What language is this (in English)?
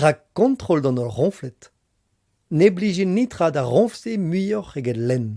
Breton